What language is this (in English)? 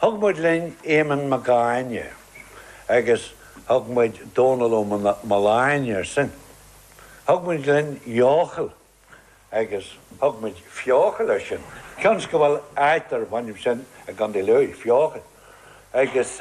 Irish